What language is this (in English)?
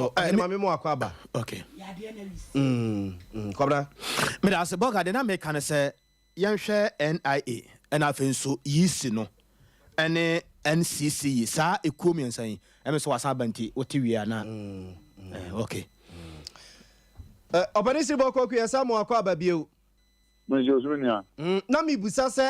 Akan